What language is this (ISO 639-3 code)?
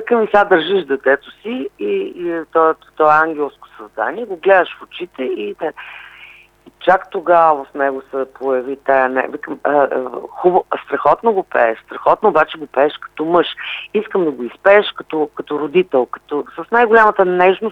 bul